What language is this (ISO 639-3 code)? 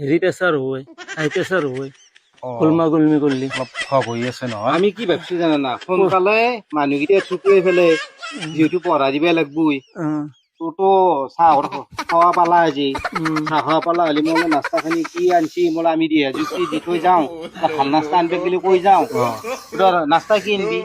asm